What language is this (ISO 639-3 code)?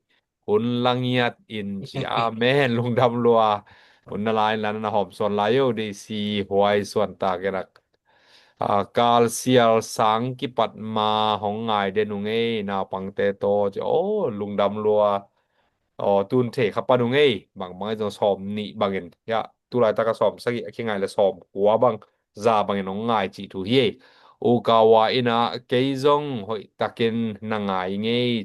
ctd